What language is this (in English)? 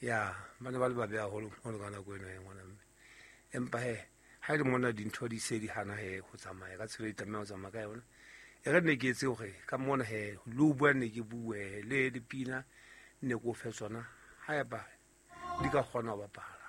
Southern Sotho